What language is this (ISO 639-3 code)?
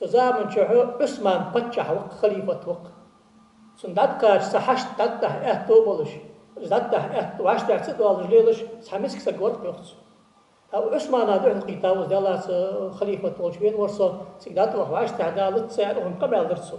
inh